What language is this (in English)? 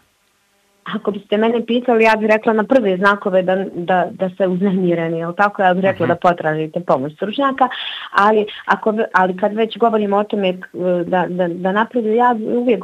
Bosnian